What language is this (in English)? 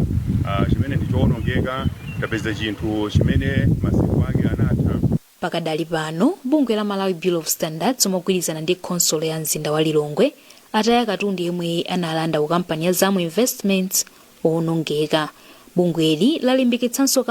Nyanja